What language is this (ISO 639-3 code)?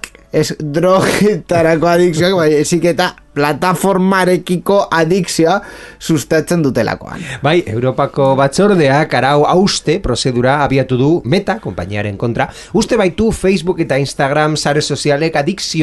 eus